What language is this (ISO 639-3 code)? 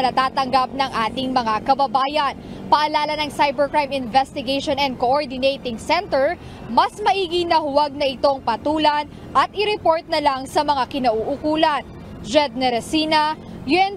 fil